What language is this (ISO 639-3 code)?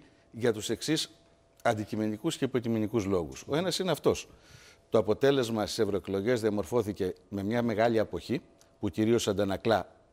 ell